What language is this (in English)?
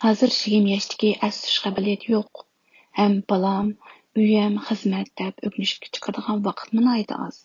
Uyghur